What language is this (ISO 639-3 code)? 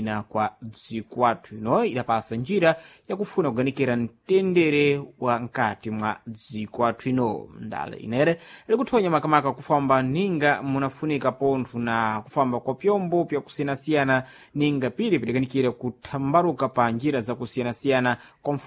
seh